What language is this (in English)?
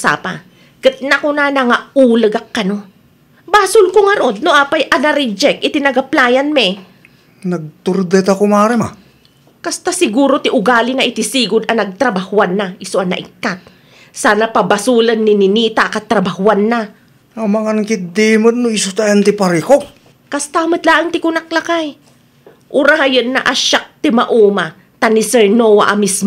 Iloko